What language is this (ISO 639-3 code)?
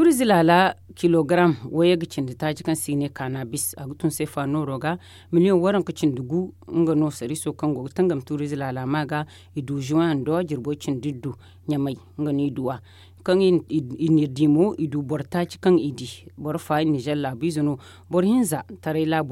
dje